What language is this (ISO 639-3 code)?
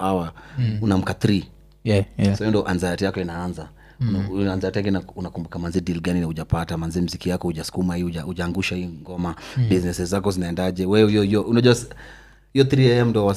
swa